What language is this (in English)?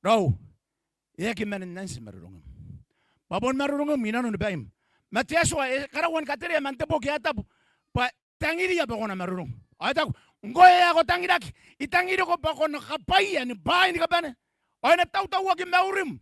Gilbertese